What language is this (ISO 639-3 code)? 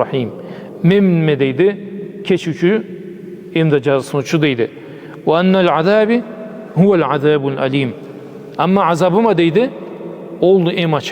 krc